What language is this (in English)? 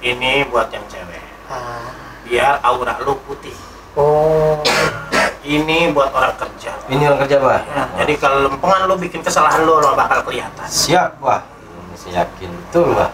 Betawi